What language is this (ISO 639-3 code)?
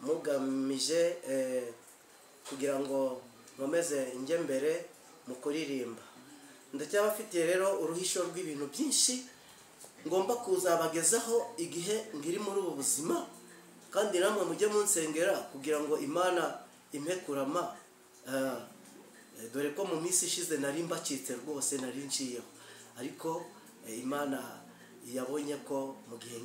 kin